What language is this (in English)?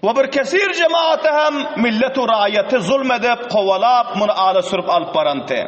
Turkmen